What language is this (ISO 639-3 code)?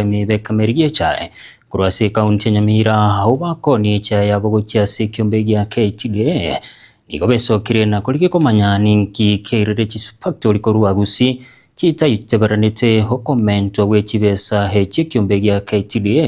guz